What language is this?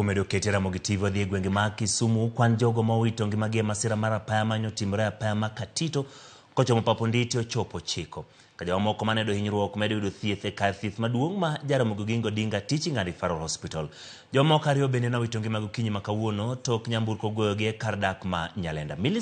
Luo (Kenya and Tanzania)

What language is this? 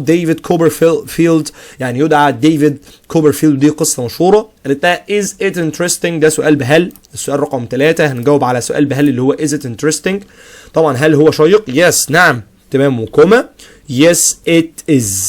Egyptian Arabic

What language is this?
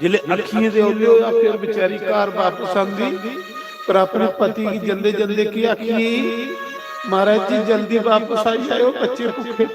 Dogri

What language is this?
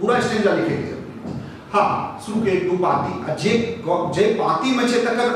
Maithili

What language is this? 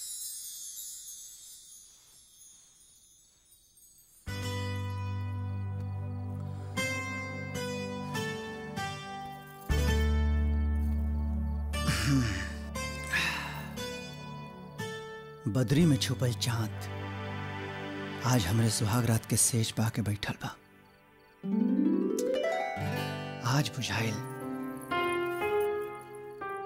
Bhojpuri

